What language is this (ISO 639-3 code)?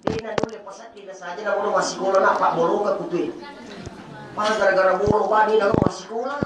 bug